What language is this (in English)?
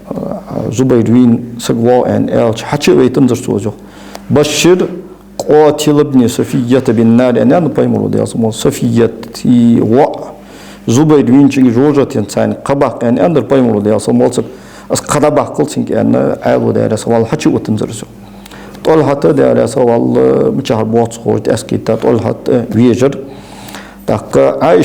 Ingush